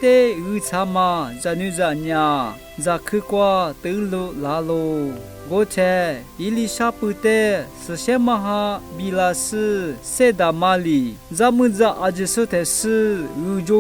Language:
Lisu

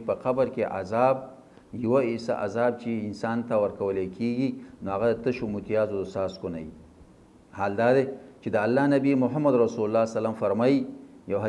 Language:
Pashto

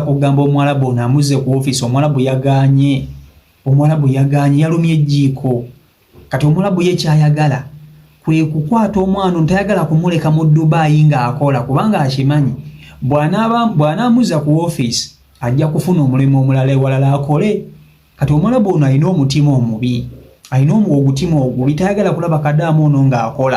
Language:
Ganda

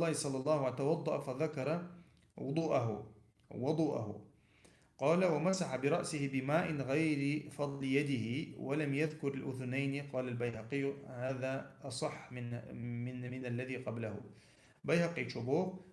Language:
Chechen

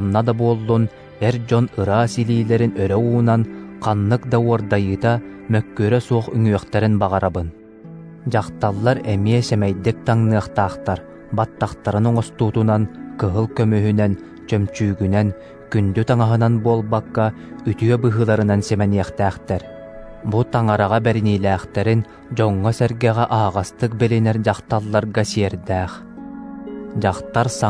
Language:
Yakut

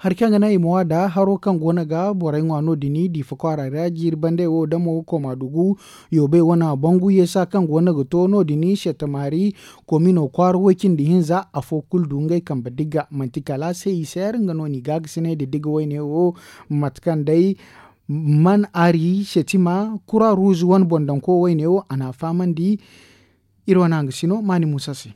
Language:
Zarma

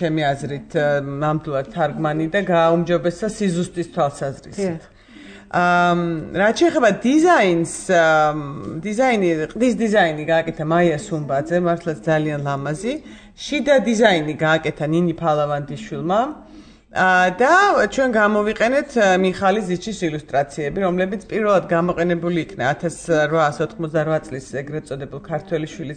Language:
Georgian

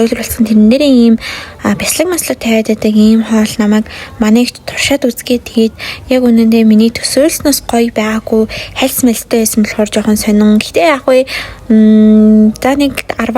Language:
Mongolian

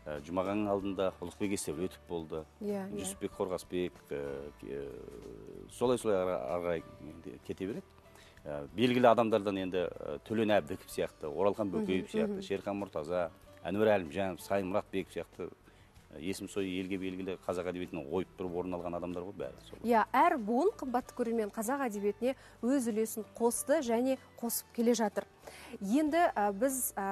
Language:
Kazakh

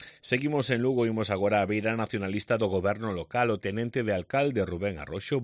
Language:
Galician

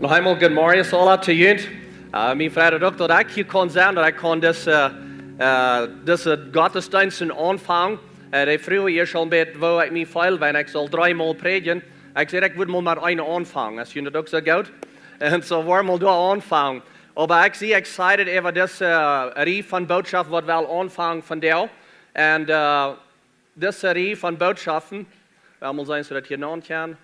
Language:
Plautdietsch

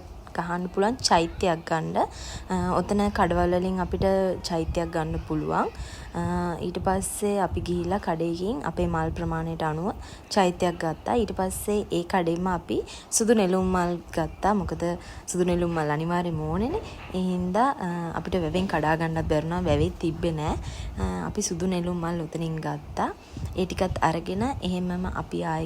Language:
Sinhala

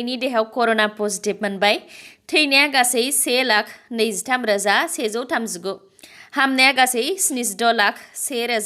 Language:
Bodo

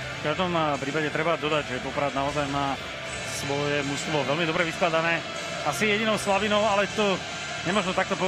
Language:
Slovak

